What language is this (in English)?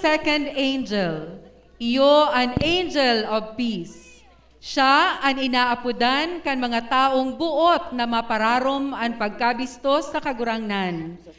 Bikol